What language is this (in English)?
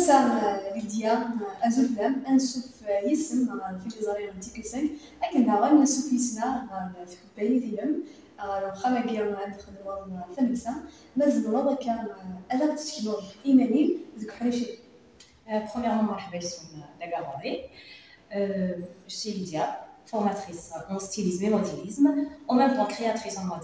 Kabyle